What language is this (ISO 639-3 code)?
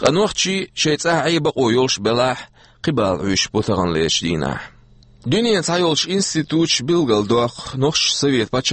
che